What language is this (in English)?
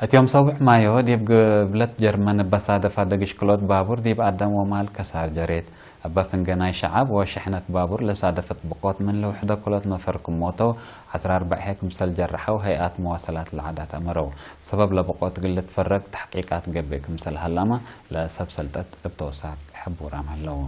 Tigre